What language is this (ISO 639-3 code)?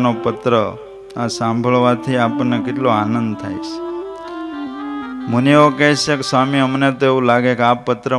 guj